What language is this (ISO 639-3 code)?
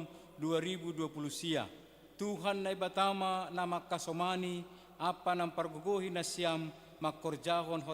bts